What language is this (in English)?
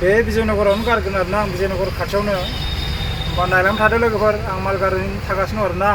Bodo